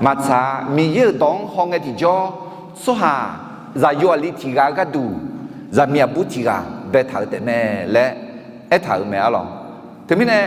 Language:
Akha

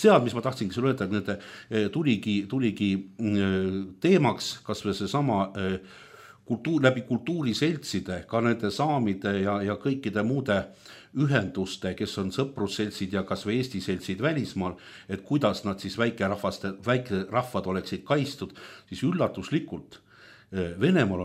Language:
Estonian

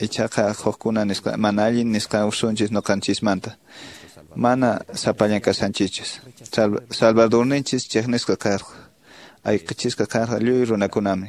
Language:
Quechua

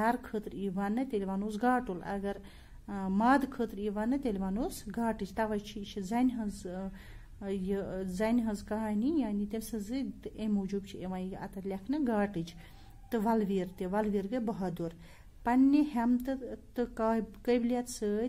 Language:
Kashmiri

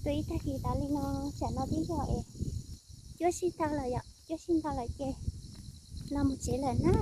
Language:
Hmong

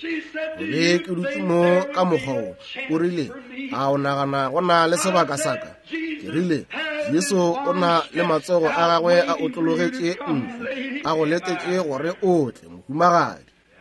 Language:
Northern Sotho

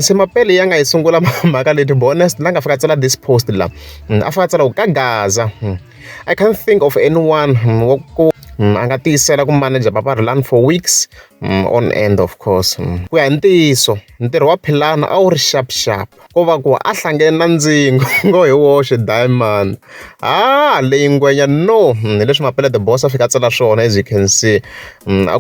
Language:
Tsonga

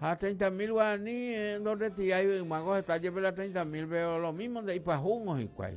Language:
Guarani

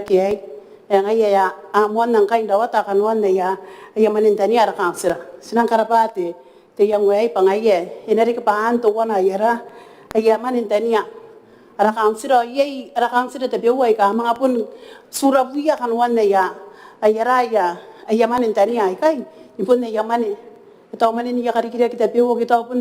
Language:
Gilbertese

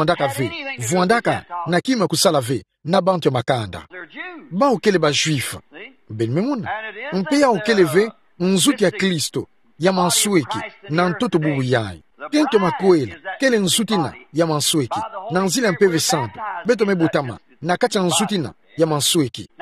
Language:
Kituba (Democratic Republic of Congo)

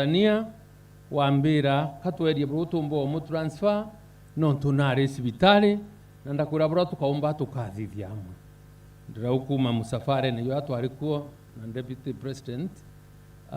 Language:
Meru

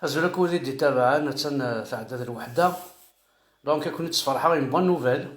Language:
Kabyle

